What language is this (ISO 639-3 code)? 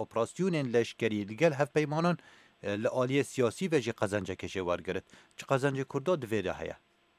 kur